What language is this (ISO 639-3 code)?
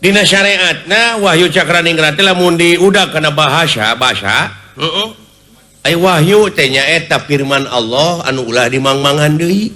sun